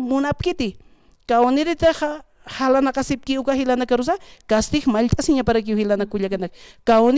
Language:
Aymara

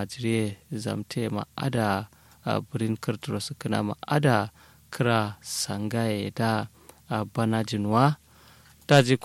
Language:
Kanuri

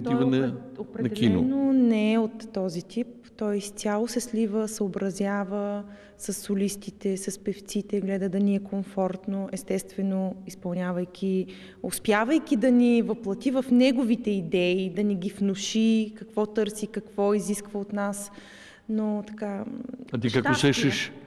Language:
Bulgarian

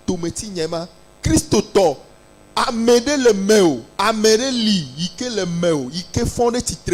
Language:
Ewe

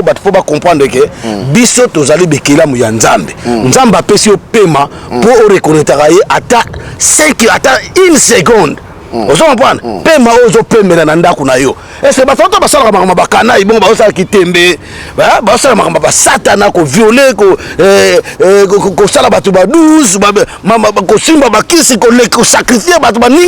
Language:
Lingala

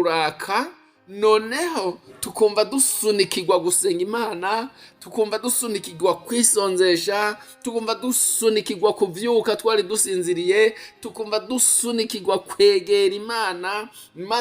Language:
Rundi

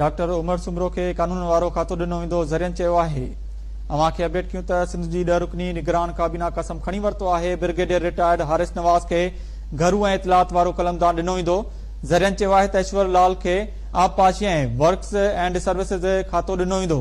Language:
Sindhi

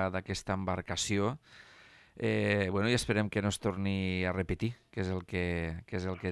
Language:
Catalan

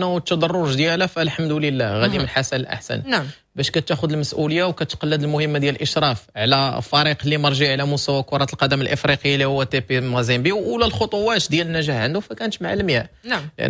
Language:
Moroccan Arabic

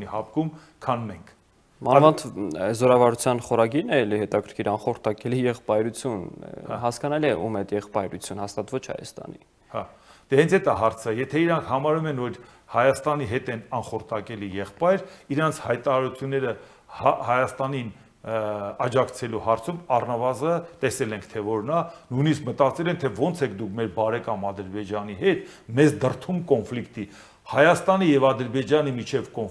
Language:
Armenian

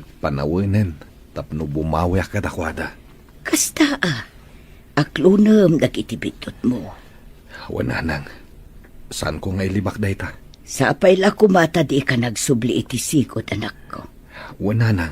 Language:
Iloko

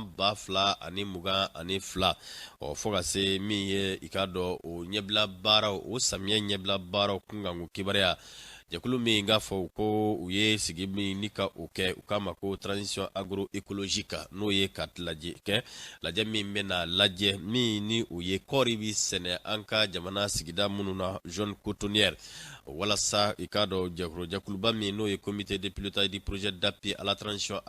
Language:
Bambara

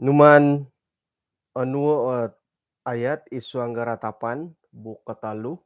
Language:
Central Dusun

